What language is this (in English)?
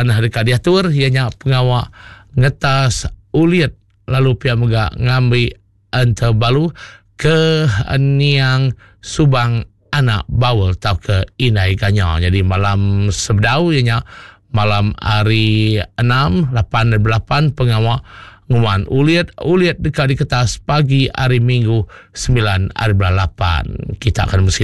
Iban